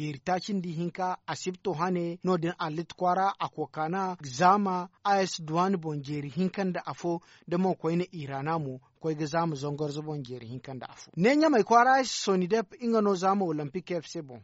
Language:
Zarma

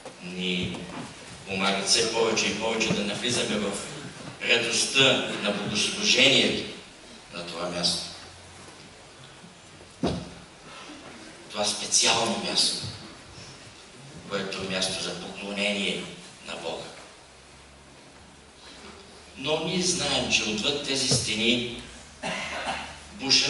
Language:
Bulgarian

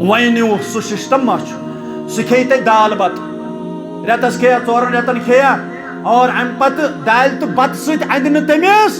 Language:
Kashmiri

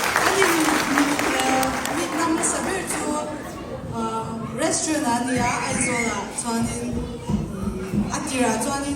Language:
Hakha Chin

